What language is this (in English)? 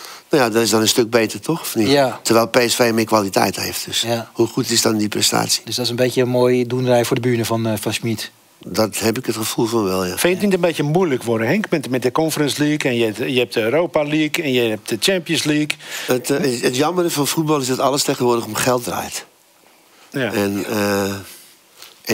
Dutch